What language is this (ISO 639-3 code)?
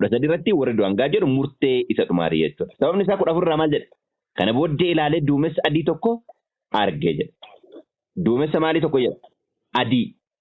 orm